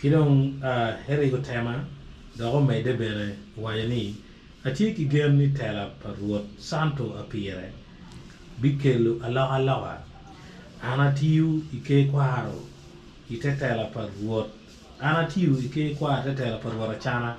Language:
Acoli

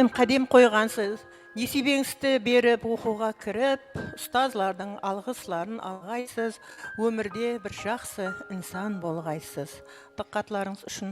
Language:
Kara-Kalpak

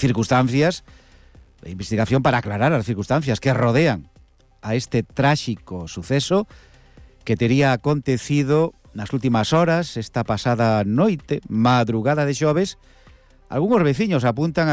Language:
Galician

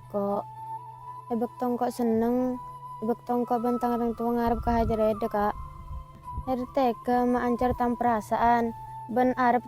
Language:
Madurese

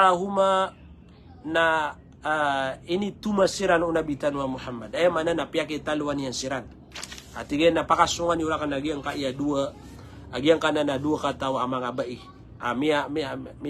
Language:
Maranao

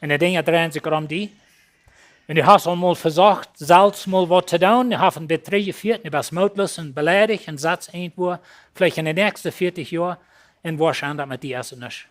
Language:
Plautdietsch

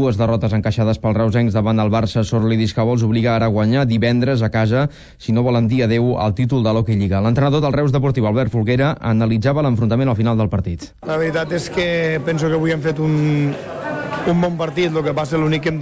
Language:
Catalan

